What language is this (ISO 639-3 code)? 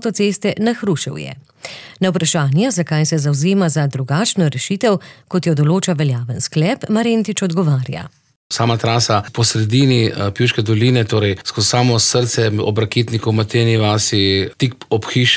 slv